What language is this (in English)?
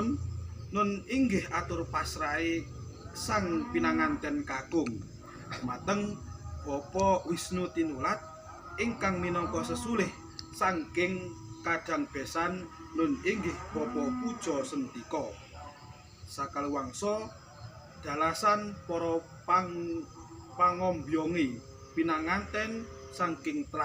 Javanese